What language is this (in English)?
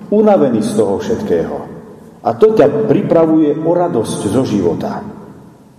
Slovak